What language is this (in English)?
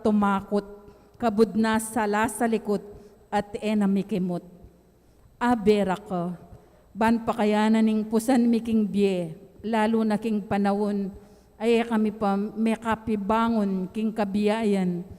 Pampanga